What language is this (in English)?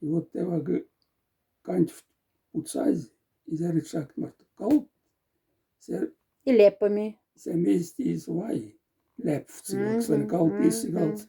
Moksha